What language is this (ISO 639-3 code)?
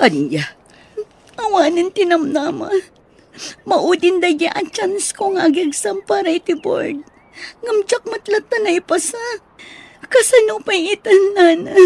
ilo